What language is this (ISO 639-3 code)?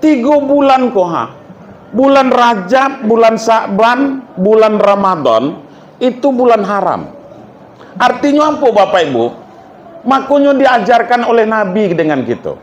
min